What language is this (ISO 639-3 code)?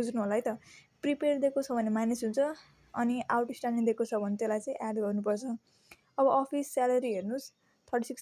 nep